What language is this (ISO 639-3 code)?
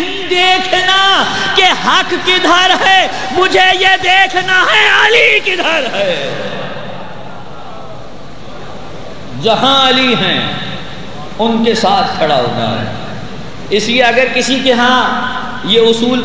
urd